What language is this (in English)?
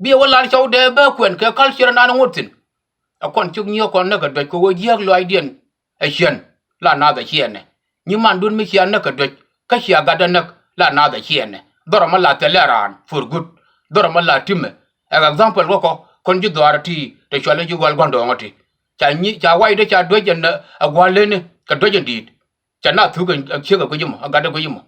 Nuer